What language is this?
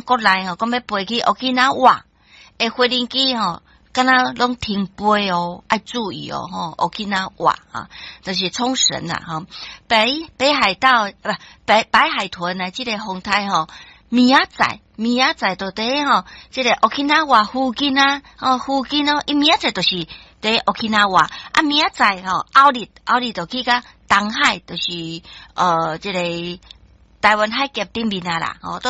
Min Nan Chinese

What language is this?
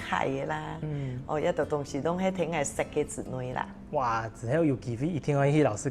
Hakka Chinese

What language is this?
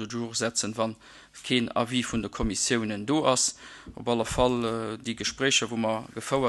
Luxembourgish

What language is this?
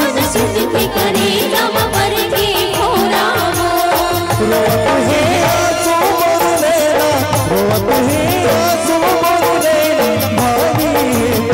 Chhattisgarhi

